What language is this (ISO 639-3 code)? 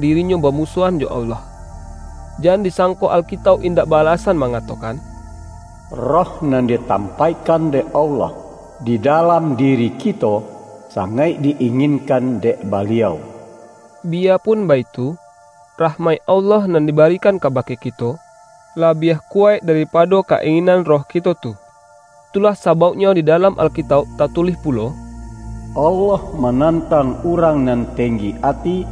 min